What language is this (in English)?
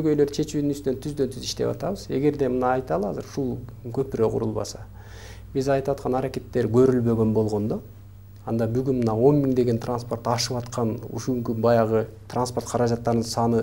Kyrgyz